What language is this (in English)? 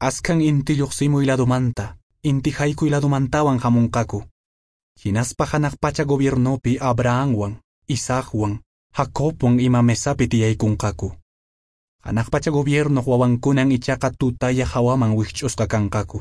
Quechua